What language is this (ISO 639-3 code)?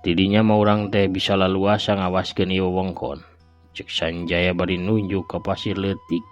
sun